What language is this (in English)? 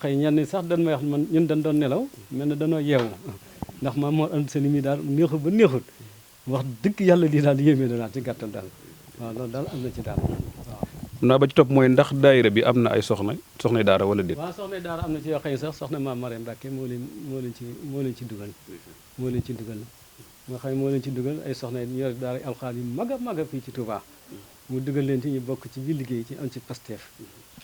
Wolof